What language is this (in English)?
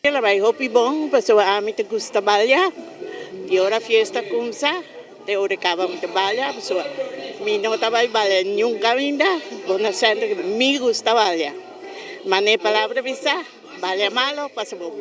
Papiamento